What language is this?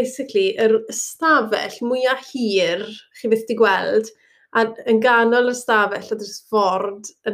Welsh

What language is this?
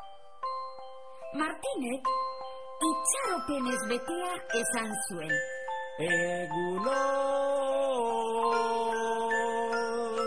Basque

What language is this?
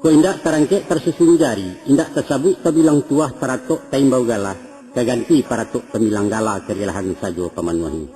Minangkabau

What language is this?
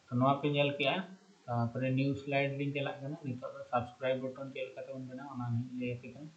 Santali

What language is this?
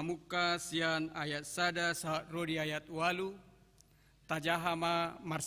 Batak Toba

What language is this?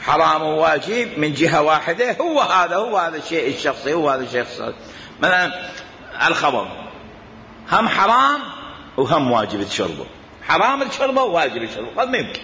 Mesopotamian Arabic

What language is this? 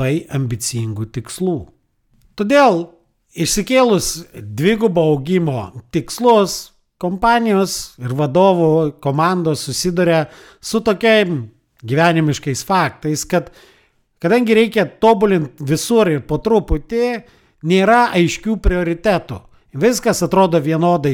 Lithuanian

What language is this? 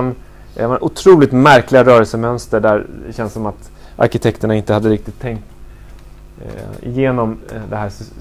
Swedish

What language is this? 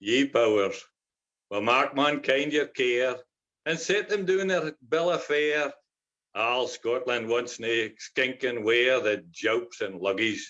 Scots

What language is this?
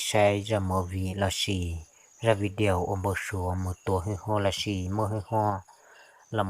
Hmong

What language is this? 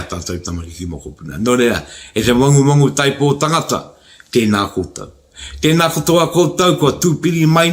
Māori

